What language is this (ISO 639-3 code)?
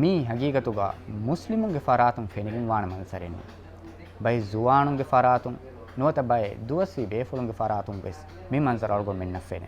div